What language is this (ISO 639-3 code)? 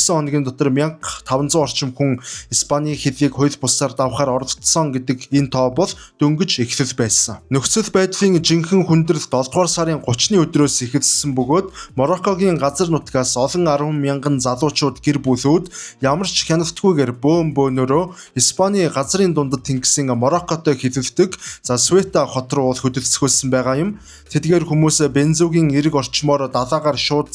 mon